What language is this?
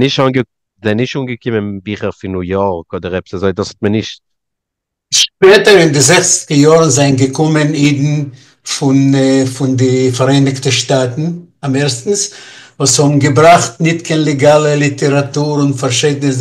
Yiddish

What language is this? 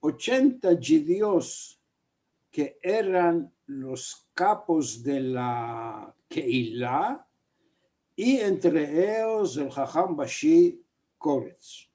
Ladino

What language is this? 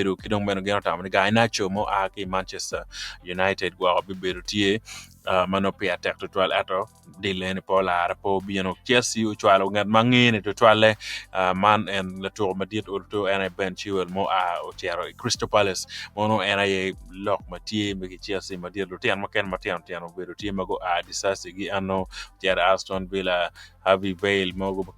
Acoli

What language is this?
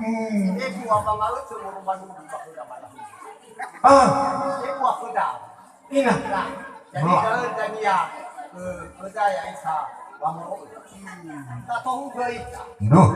Nias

